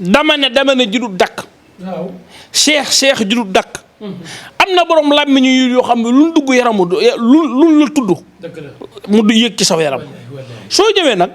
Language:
Wolof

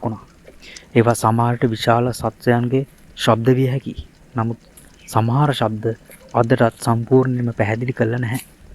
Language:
Sinhala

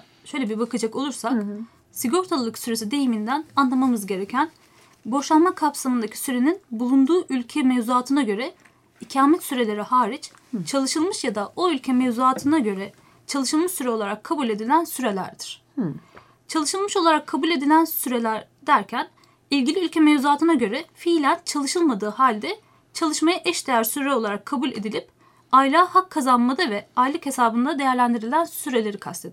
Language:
Turkish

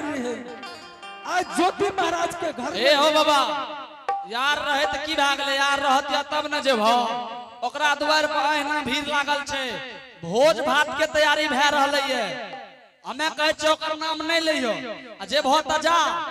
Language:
Angika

